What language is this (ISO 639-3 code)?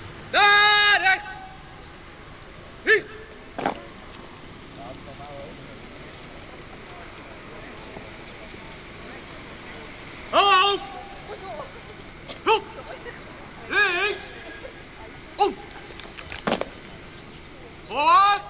nld